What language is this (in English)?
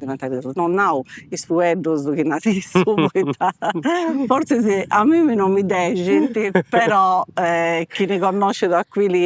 Sardinian